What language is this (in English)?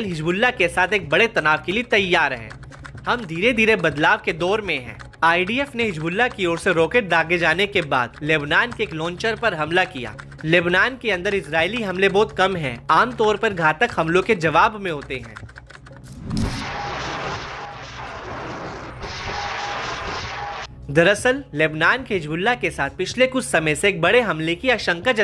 Hindi